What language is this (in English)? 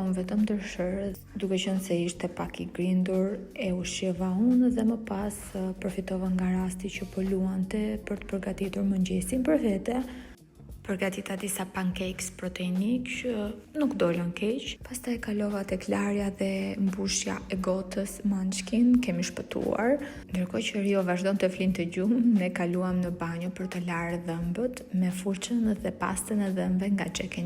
Albanian